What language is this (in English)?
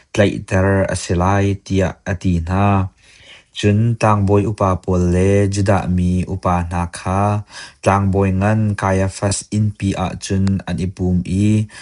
Hakha Chin